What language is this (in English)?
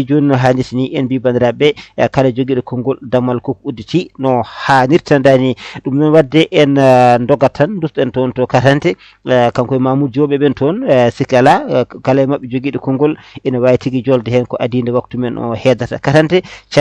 Fula